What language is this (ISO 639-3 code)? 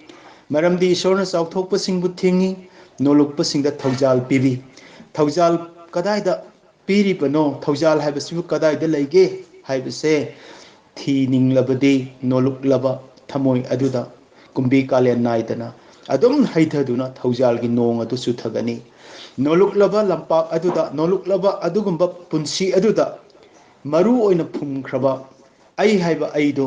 mni